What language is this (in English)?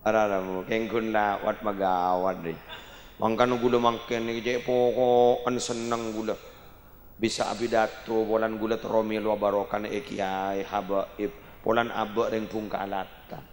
Madurese